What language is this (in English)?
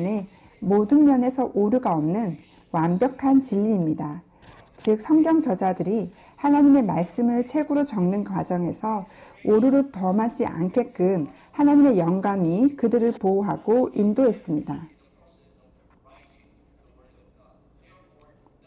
Korean